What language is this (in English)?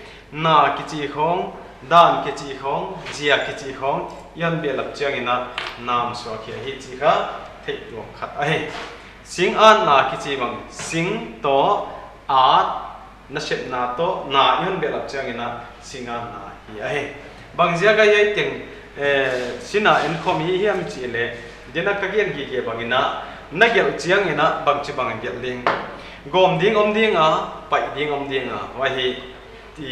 Paite Chin